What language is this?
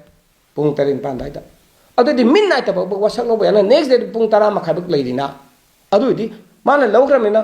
Manipuri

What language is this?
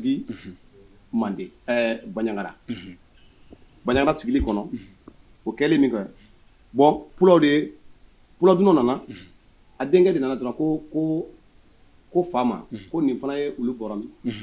Bambara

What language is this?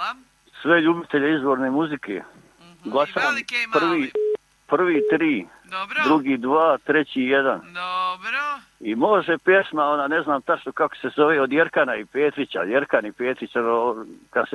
Croatian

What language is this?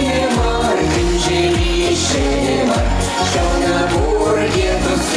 Chuvash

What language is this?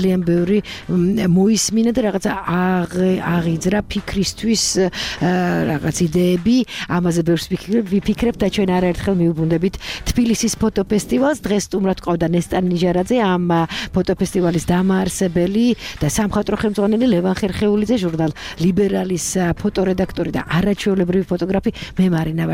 Georgian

